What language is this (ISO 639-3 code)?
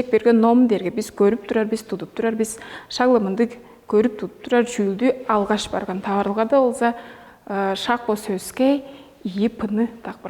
tyv